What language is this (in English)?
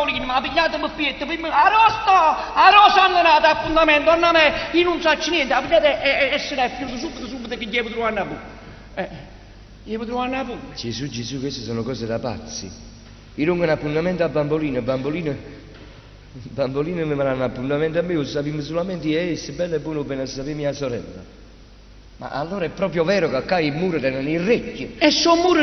Neapolitan